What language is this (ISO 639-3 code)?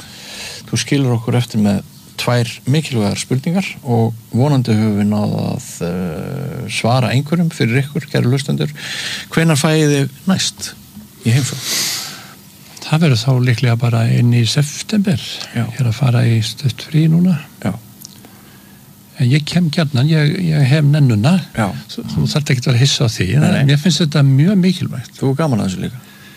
isl